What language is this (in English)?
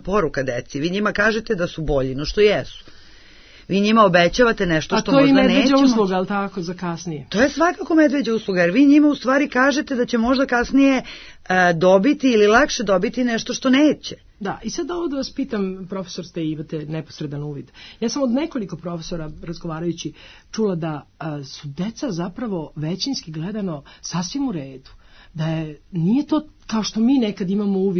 Serbian